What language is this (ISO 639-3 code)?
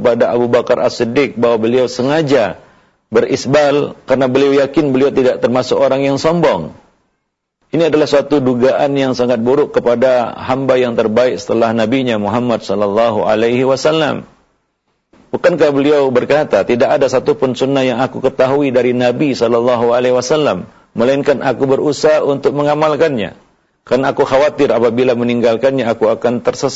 ind